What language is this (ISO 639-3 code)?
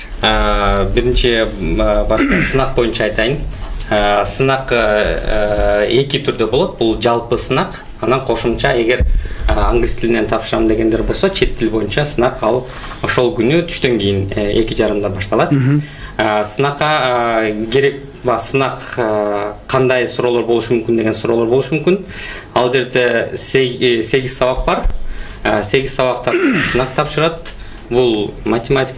kir